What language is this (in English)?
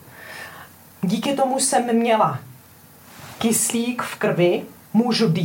Czech